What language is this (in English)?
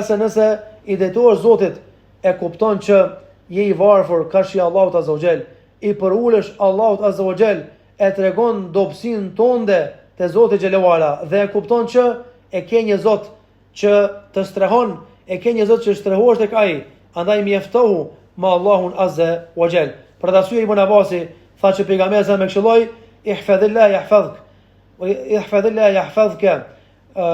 Albanian